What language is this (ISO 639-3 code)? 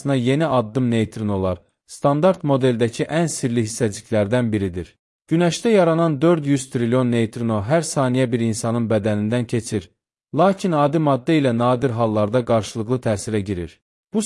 aze